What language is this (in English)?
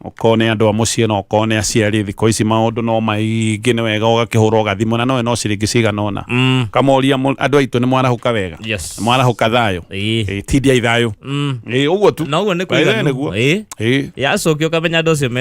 Kikuyu